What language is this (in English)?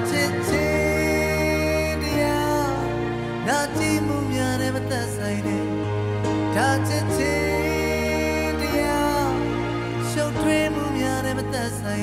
Burmese